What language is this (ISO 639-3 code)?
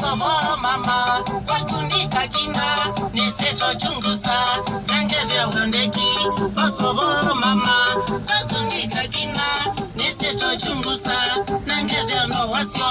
kam